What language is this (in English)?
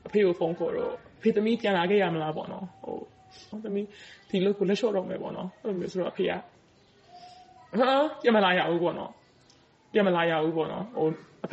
Burmese